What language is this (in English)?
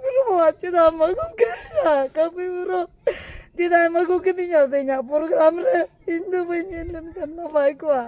Santali